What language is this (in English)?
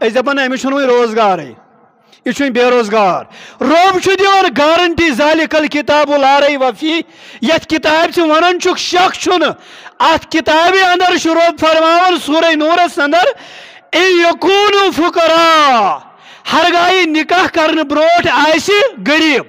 Kashmiri